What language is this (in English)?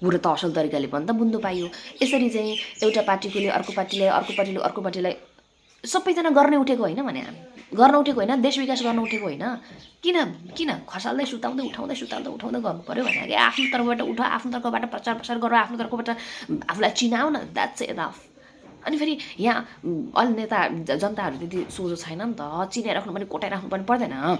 Nepali